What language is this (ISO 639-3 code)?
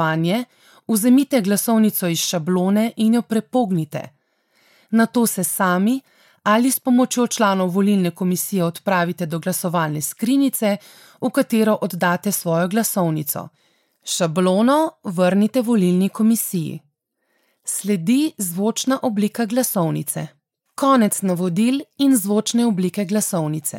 slv